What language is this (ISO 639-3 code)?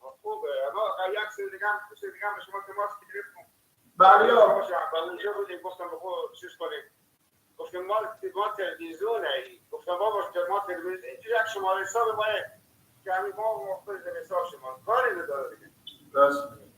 fas